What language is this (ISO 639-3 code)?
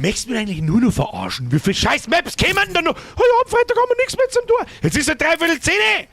bar